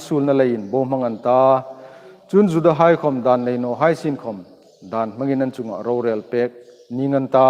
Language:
Hmar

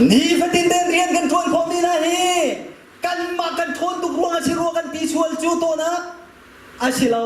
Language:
Hakha Chin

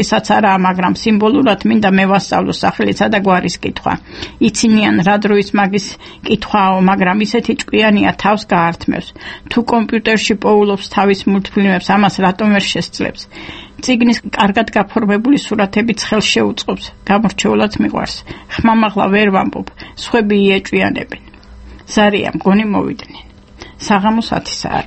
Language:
Georgian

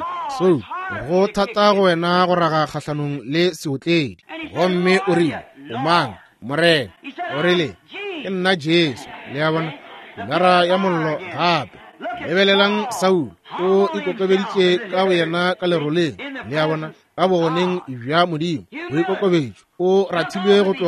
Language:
Northern Sotho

